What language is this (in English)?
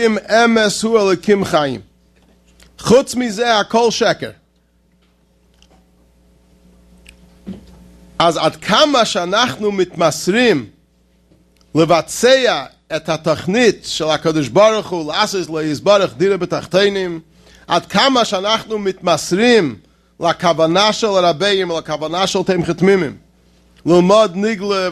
Hebrew